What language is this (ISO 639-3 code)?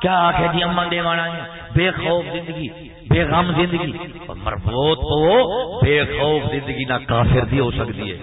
skr